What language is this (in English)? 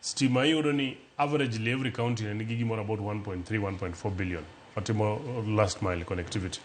Luo (Kenya and Tanzania)